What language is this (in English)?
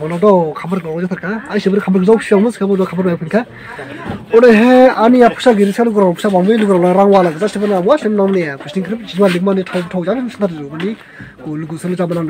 Dimasa